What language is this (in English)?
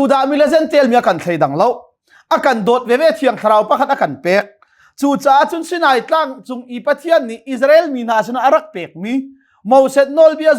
Hakha Chin